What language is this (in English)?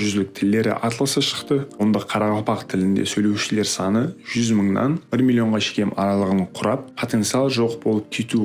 Kara-Kalpak